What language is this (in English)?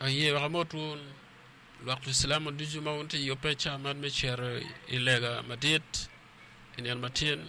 Acoli